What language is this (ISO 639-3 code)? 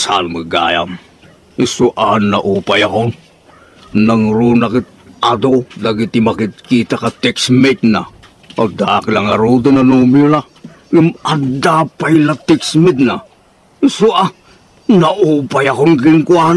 ilo